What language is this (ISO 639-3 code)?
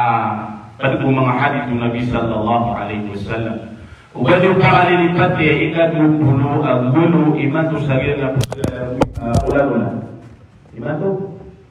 mrw